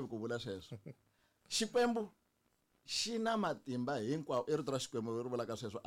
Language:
Tsonga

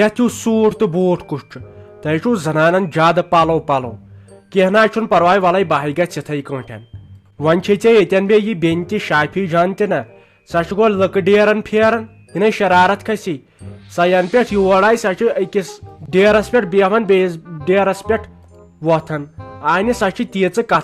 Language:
Kashmiri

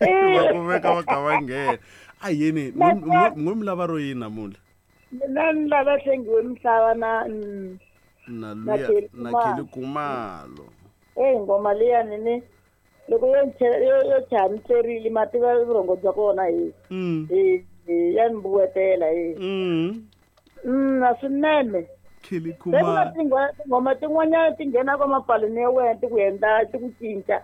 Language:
Tsonga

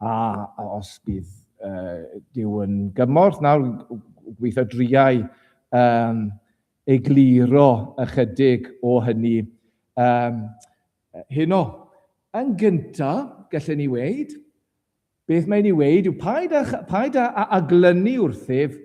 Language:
Welsh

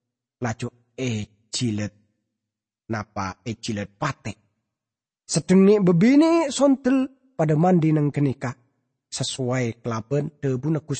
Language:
Madurese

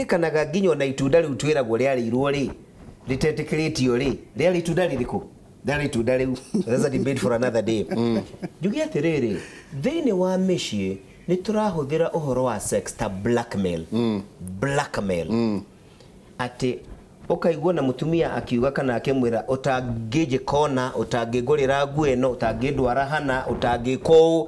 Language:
Kikuyu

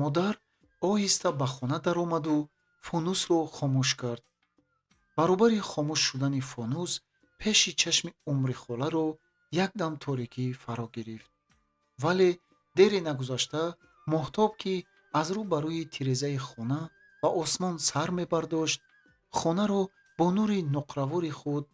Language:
Tajik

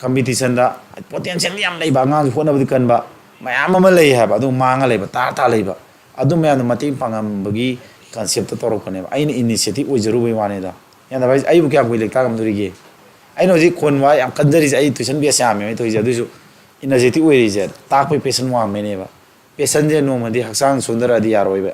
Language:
Manipuri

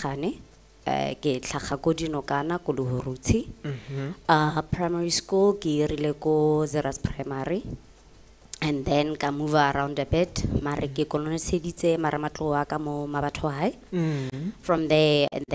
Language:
Tswana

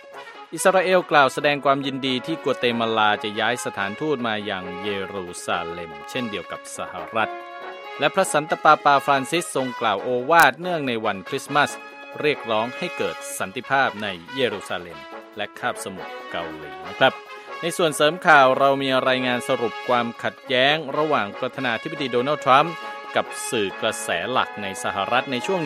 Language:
Thai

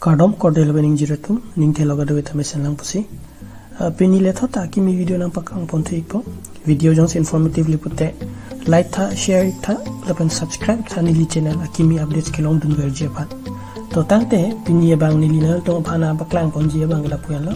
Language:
Karbi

